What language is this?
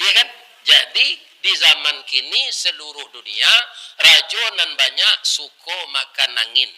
Minangkabau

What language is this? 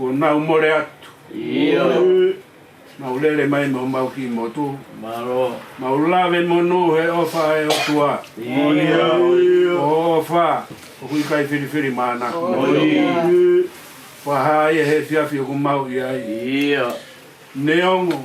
Tongan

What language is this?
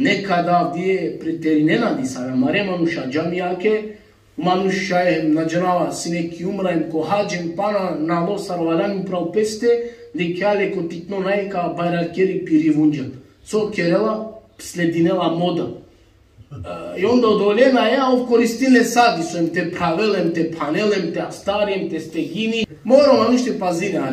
Balkan Romani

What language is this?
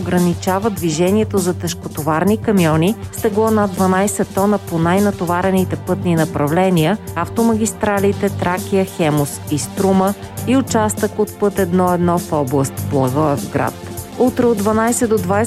Bulgarian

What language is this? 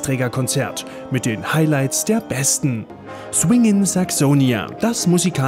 German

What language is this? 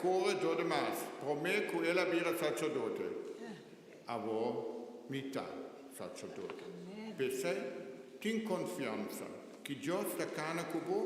Papiamento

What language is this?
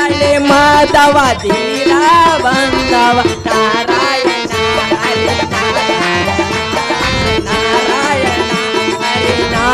Kannada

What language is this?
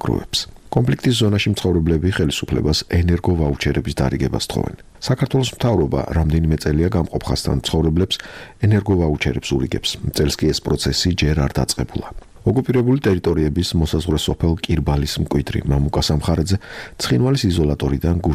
Georgian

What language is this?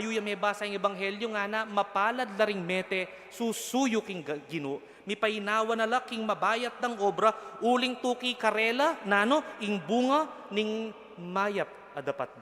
Pampanga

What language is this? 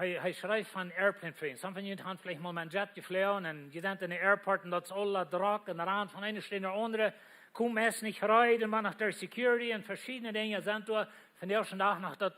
Plautdietsch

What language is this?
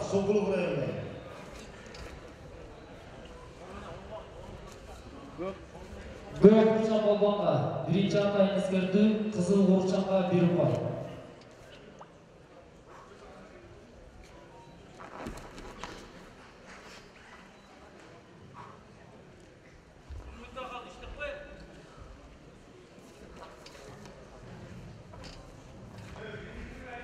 Kazakh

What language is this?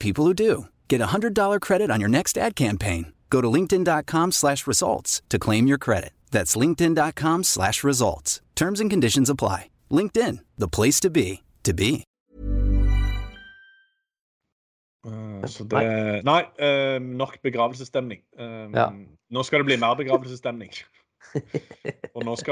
Norwegian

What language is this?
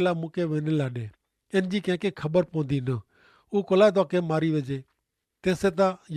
Kachhi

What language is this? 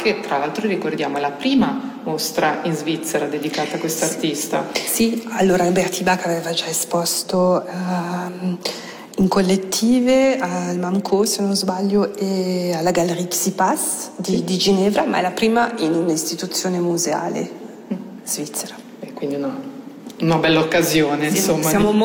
Italian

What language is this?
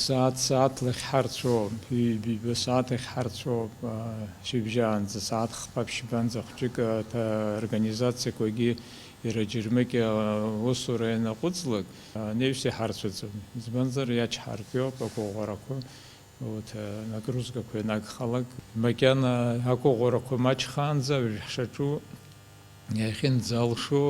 Abkhazian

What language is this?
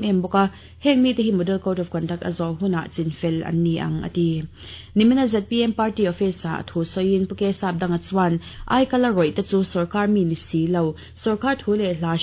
Mizo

